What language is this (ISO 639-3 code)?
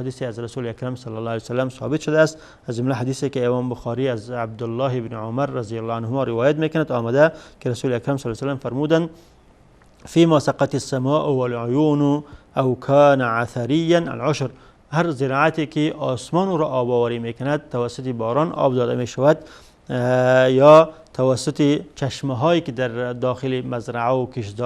fas